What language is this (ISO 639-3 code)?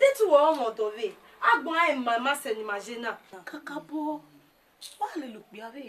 bin